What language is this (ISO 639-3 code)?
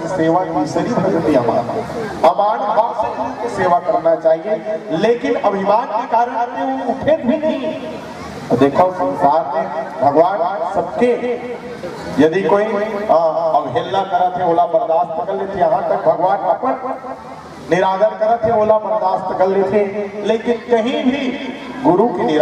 hne